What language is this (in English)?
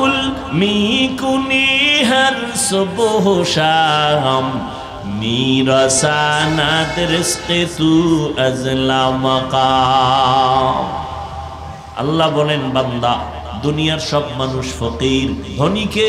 Bangla